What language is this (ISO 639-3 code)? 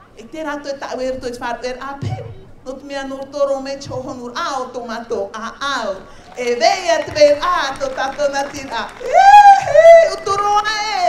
tah